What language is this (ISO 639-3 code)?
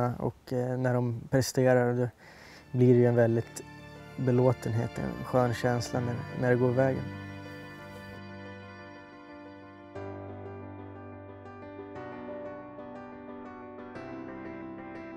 swe